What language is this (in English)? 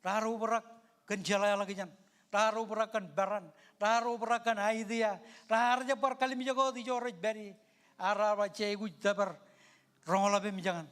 Marshallese